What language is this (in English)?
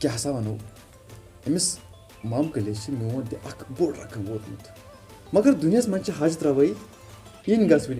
Kashmiri